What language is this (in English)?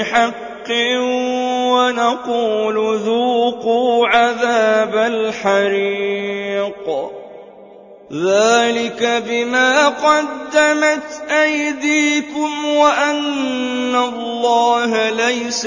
Arabic